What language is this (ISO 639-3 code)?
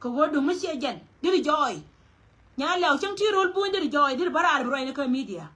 nus